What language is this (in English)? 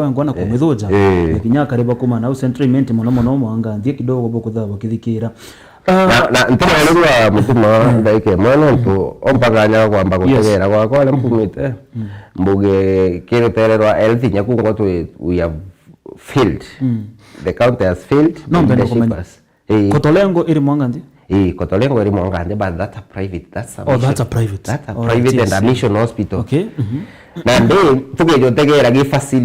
Meru